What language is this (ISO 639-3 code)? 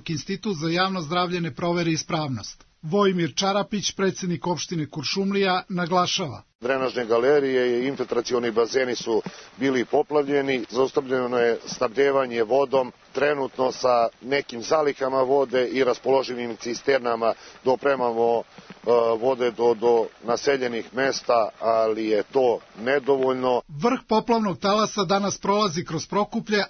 srp